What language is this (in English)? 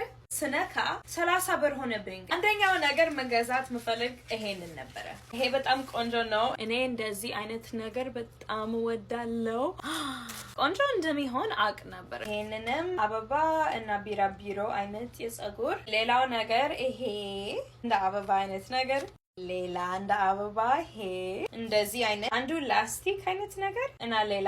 Amharic